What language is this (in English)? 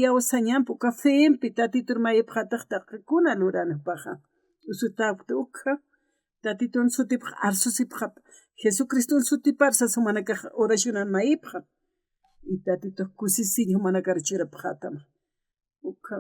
Aymara